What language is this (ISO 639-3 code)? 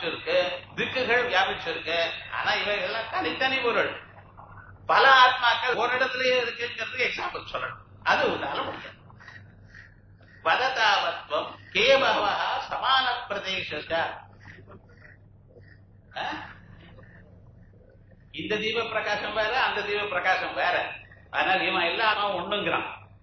tam